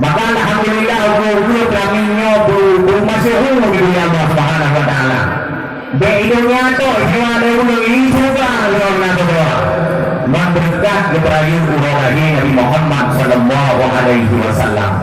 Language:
Achinese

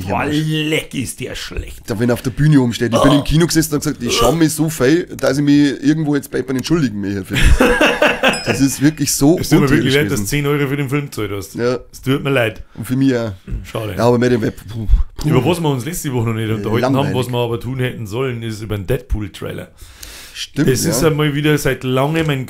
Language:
Bavarian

